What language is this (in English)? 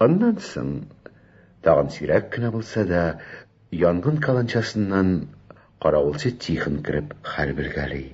Tatar